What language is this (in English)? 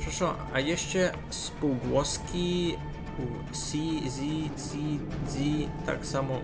Rusyn